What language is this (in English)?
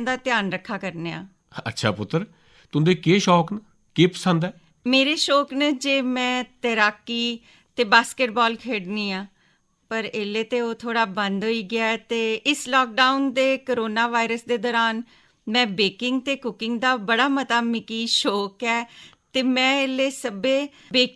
Dogri